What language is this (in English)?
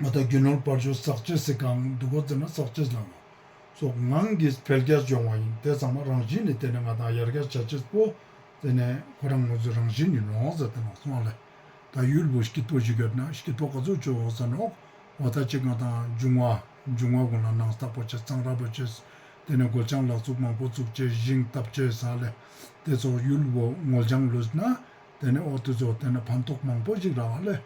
Ladakhi